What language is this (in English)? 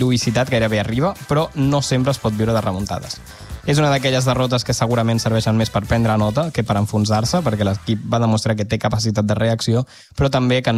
Catalan